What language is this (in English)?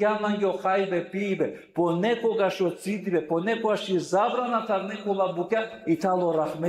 Balkan Romani